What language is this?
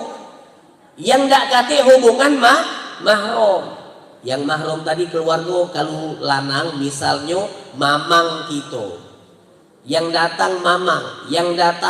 Musi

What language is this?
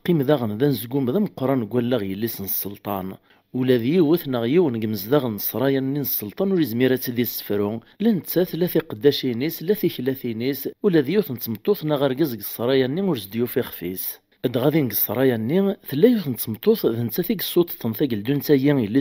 Kabyle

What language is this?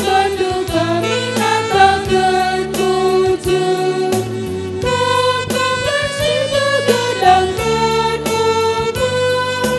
Batak Karo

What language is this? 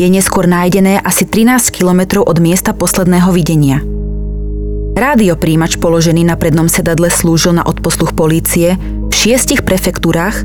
Slovak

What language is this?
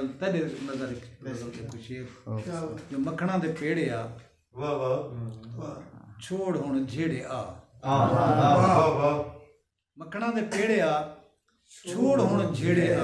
Saraiki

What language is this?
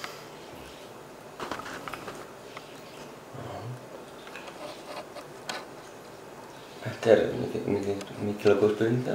Icelandic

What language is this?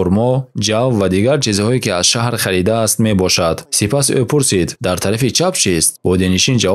Tajik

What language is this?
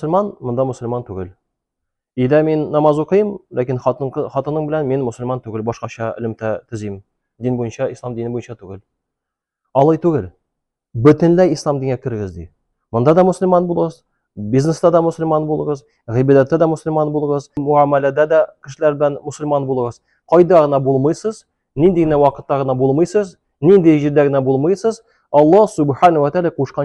Tatar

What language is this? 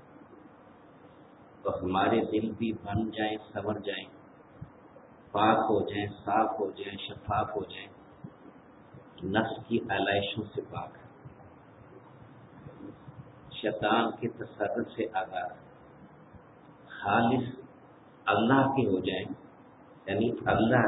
Urdu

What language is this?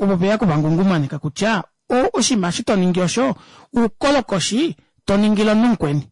Kuanyama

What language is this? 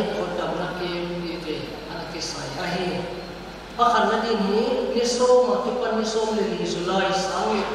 Paite Chin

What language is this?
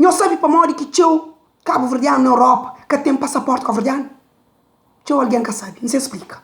Kabuverdianu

